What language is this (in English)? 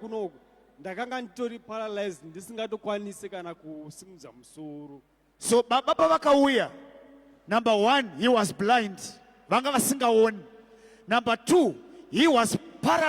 Shona